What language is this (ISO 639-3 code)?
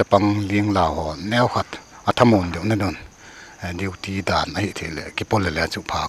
pck